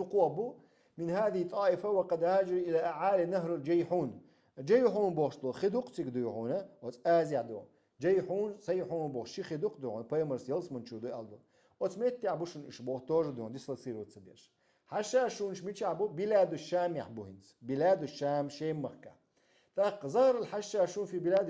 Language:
Chechen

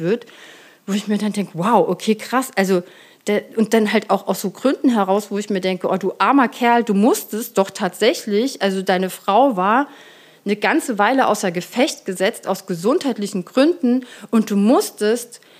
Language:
German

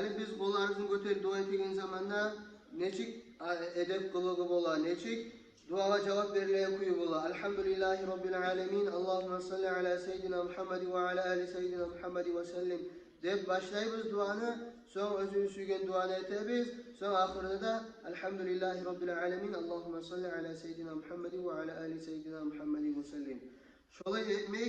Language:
Kumyk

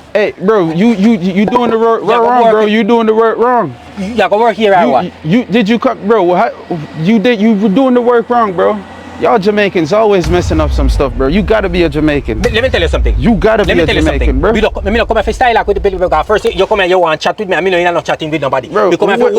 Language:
Jamaican Creole English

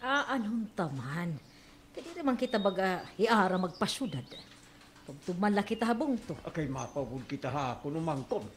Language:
Waray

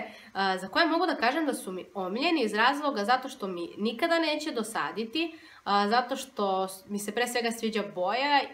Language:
Serbian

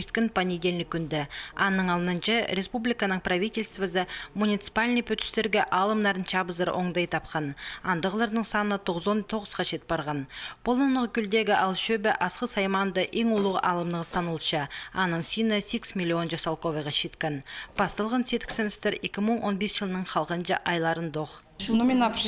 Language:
Khakas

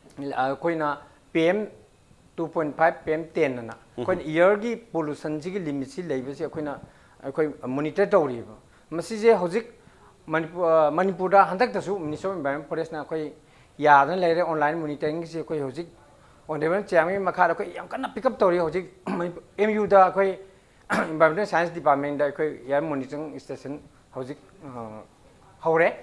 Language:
Manipuri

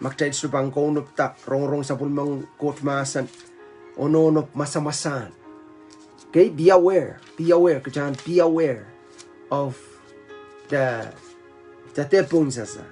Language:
Pohnpeian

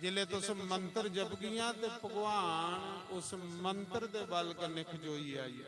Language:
Dogri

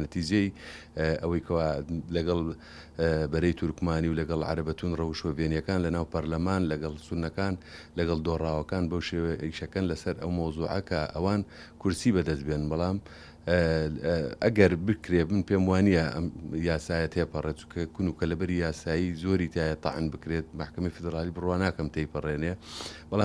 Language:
Central Kurdish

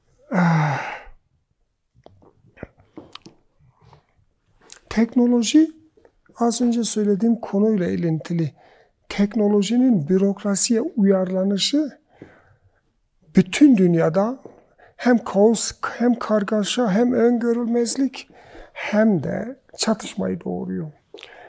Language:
Turkish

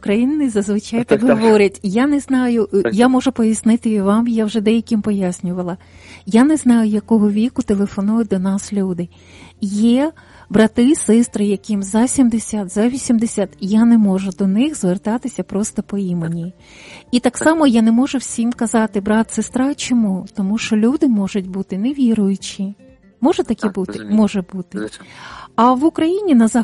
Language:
Ukrainian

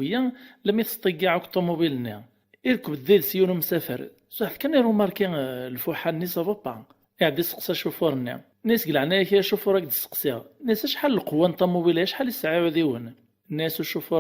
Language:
Kabyle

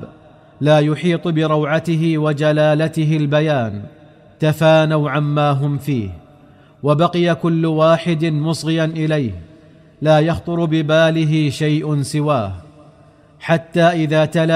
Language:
Arabic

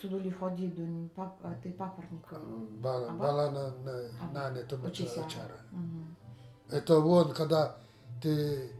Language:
Nanai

